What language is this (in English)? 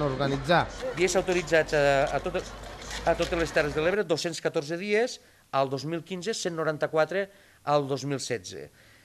Catalan